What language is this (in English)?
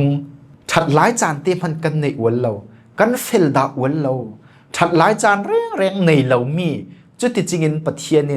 Falam Chin